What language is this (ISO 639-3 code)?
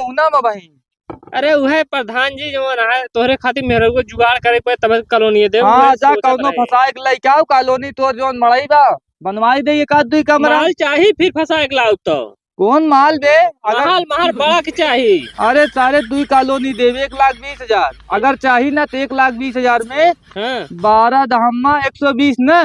awa